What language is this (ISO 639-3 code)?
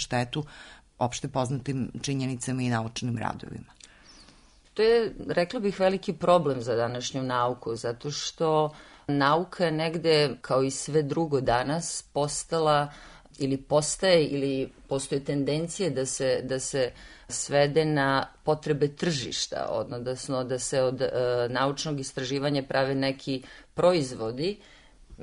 srp